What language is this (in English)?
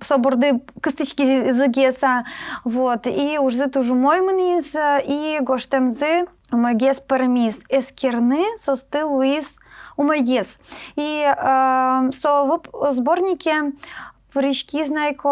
Udmurt